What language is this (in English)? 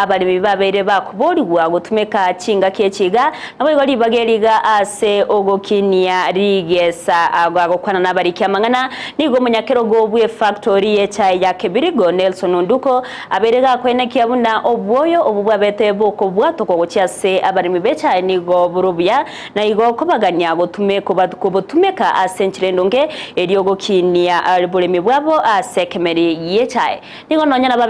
Gusii